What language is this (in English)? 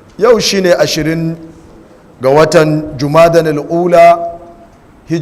Hausa